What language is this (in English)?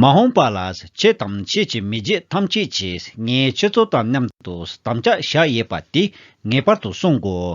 Tibetan